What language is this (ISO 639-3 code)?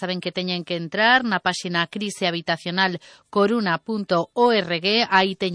glg